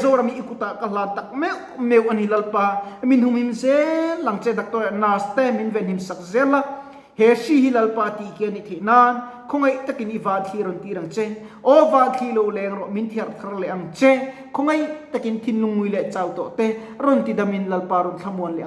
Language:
Mizo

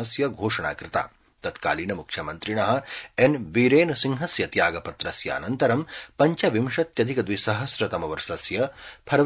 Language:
Sanskrit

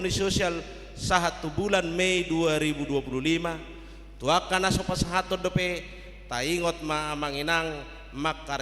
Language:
Batak Toba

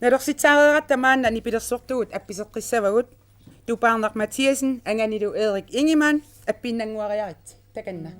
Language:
Kalaallisut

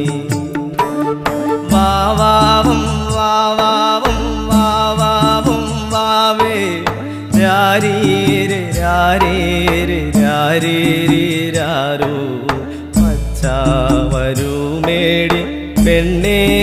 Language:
Malayalam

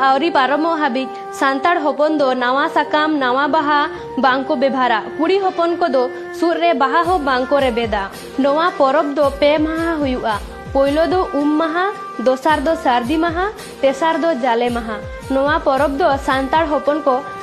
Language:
Santali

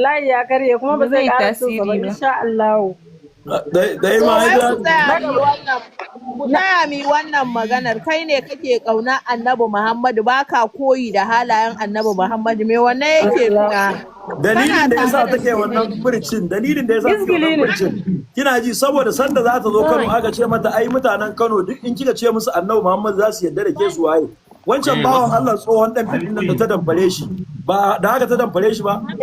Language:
Hausa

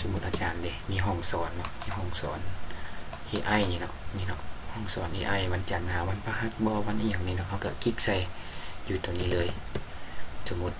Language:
Lao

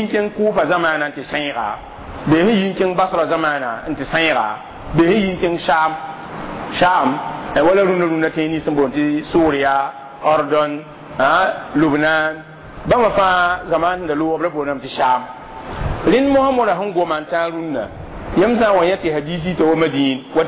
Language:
Mossi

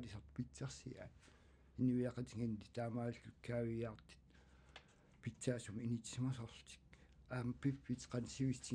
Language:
Kalaallisut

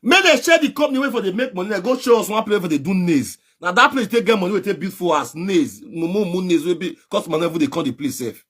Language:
Nigerian Pidgin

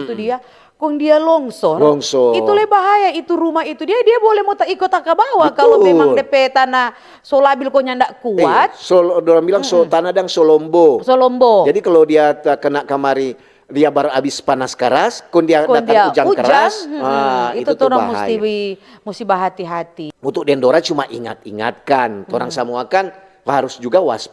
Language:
Manado Malay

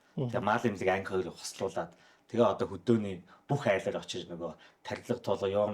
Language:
Mongolian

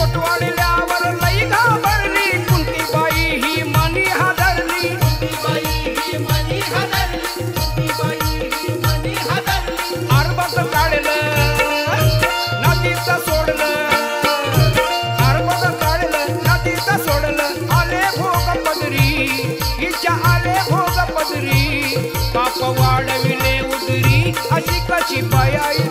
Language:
Marathi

